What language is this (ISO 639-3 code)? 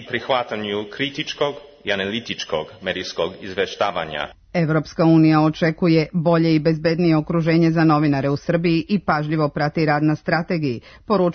srp